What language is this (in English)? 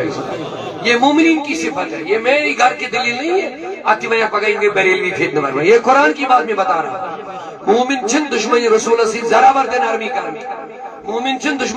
Kashmiri